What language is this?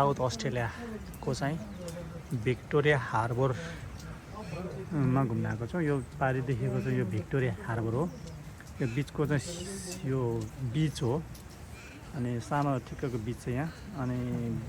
Nepali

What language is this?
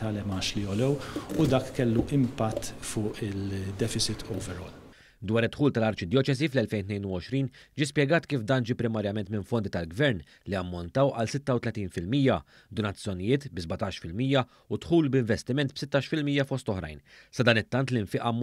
Maltese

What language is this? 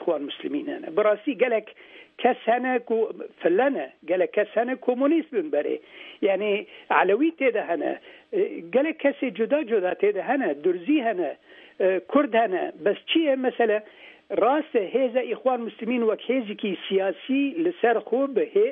Kurdish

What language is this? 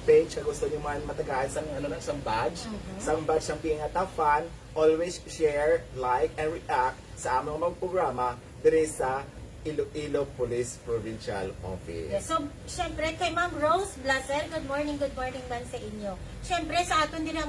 Hiligaynon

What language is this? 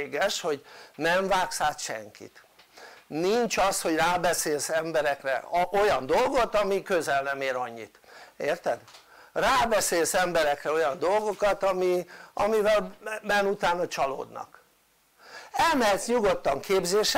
Hungarian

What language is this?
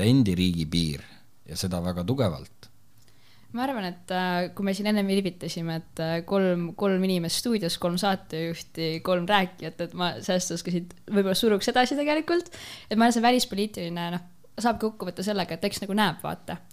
Estonian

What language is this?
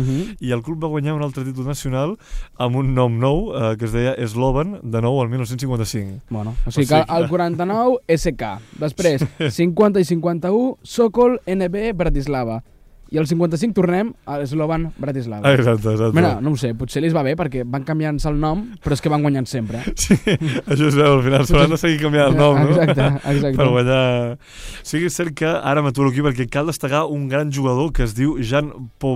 Catalan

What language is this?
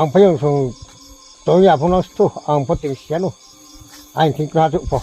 Riang (India)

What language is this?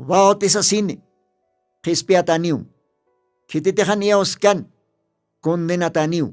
Aymara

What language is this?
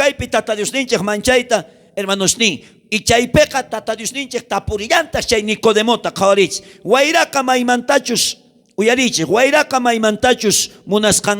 South Bolivian Quechua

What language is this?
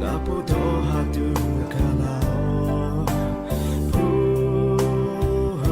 Lahu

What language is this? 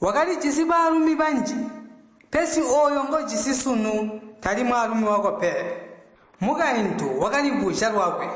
Tonga (Zambia)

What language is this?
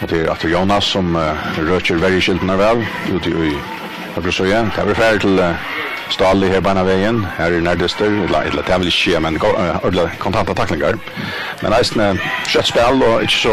Faroese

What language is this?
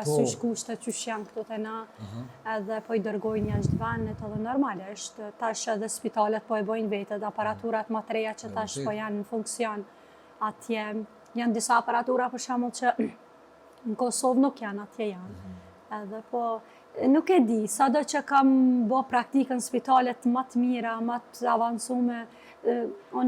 Albanian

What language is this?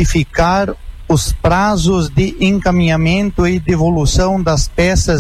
Portuguese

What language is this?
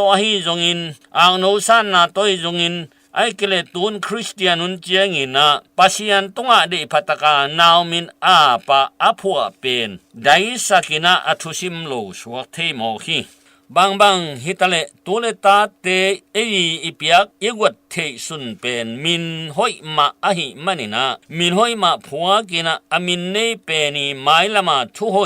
Tedim Chin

